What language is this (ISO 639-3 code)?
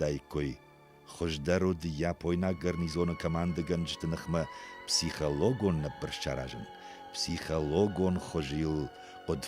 oss